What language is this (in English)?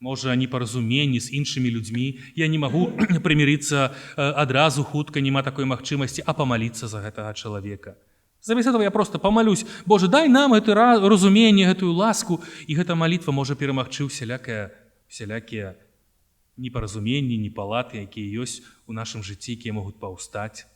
Belarusian